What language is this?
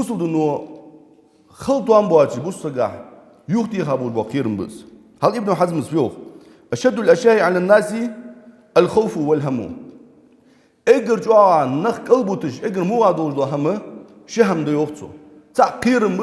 Ingush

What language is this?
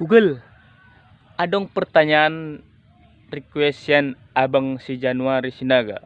Batak Toba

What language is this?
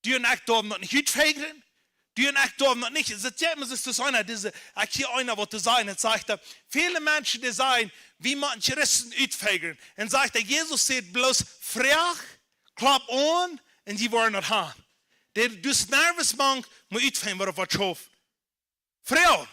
Plautdietsch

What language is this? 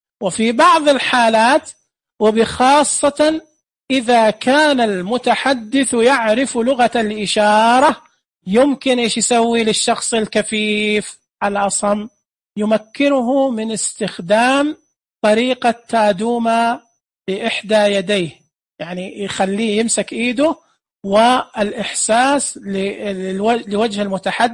Najdi Arabic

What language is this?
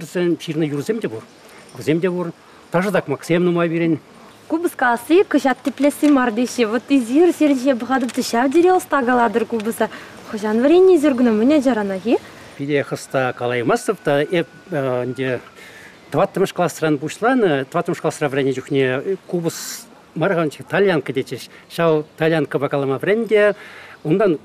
Chuvash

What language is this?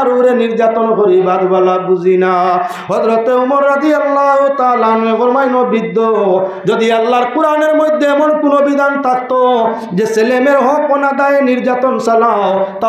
Sylheti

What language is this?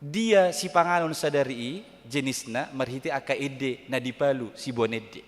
Batak Toba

